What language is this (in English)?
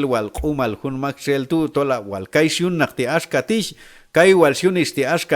Q'anjob'al